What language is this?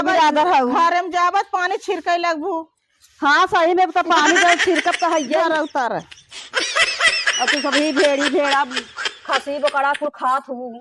Awadhi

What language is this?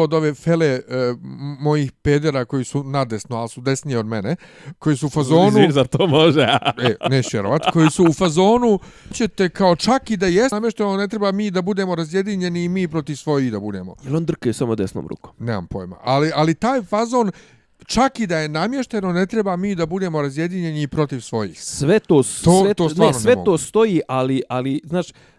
Bosnian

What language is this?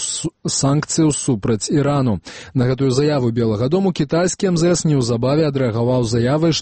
Belarusian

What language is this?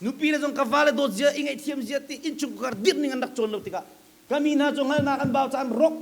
Hakha Chin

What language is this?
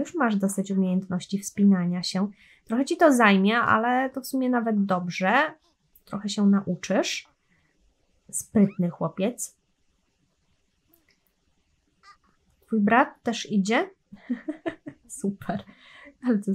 Polish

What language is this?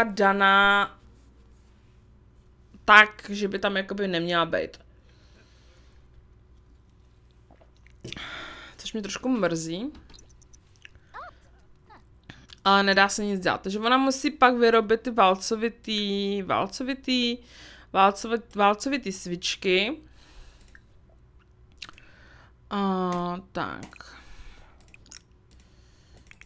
Czech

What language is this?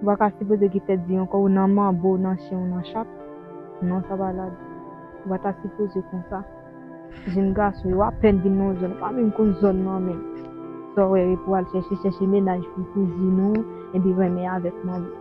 Haitian Creole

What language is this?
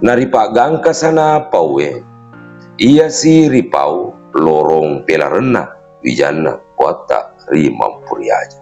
Buginese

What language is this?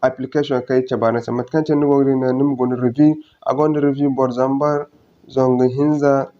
Zarma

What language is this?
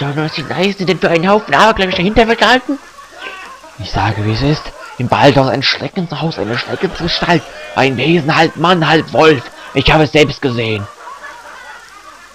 German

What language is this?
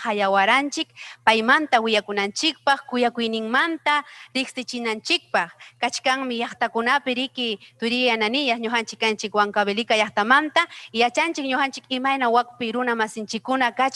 Ayacucho Quechua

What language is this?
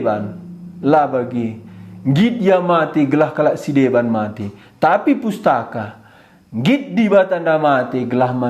Batak Karo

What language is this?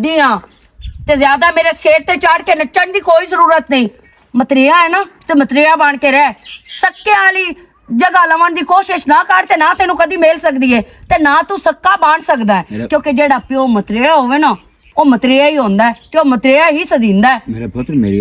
Western Panjabi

